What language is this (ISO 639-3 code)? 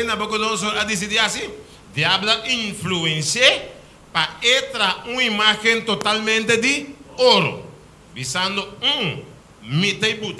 pap